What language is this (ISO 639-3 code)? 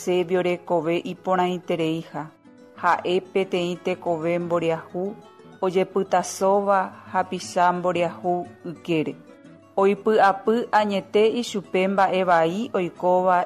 grn